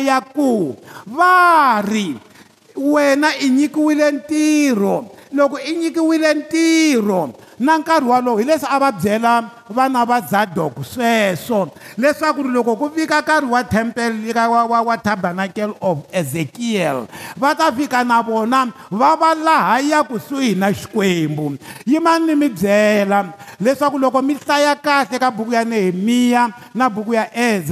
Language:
Tsonga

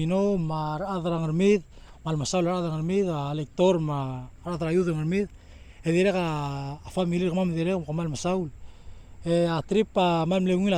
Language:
Palauan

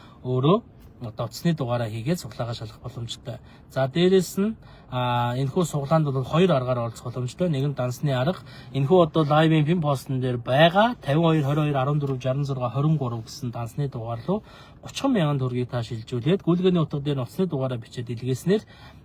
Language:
Mongolian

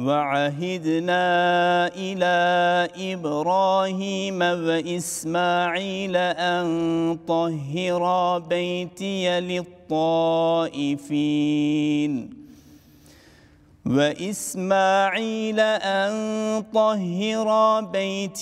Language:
Arabic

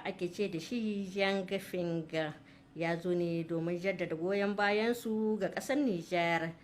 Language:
Hausa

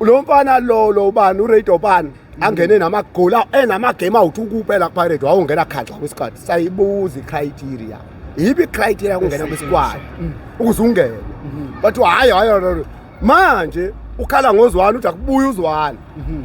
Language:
Zulu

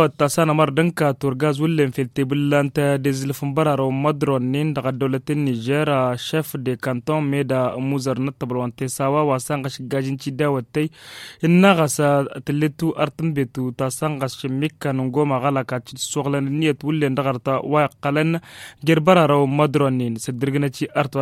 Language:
Tamasheq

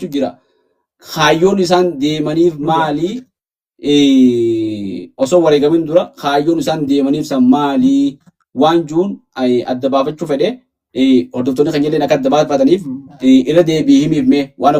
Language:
Oromo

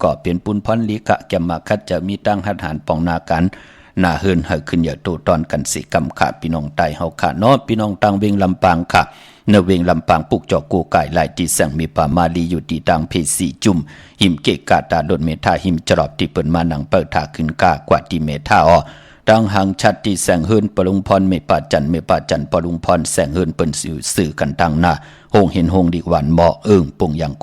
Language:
Shan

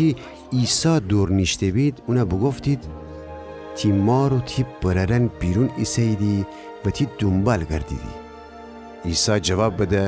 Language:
Gilaki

